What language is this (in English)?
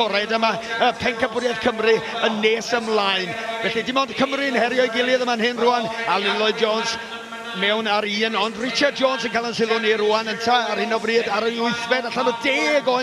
Welsh